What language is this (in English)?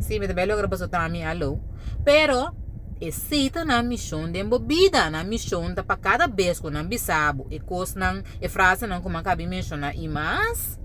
Papiamento